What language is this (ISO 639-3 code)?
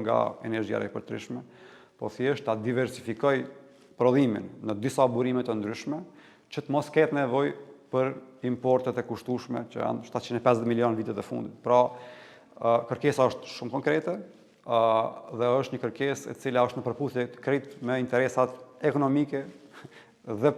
sqi